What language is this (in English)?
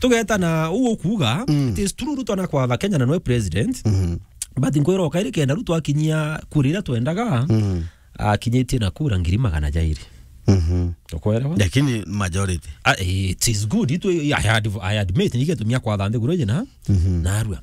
Meru